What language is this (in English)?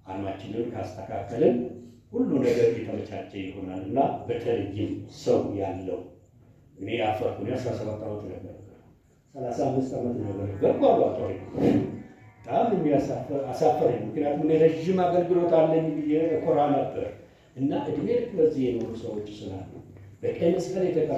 Amharic